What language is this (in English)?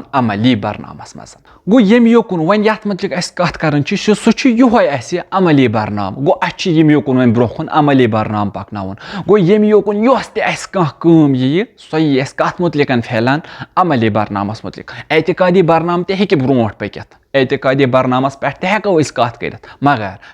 Kashmiri